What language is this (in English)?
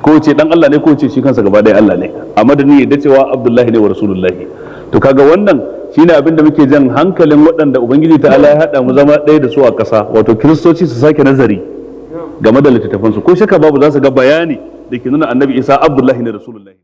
Hausa